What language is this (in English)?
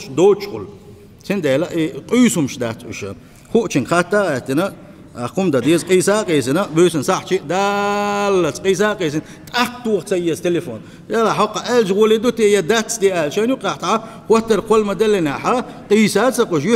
Chechen